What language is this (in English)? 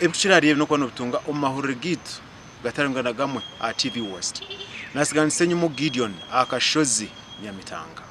Nyankole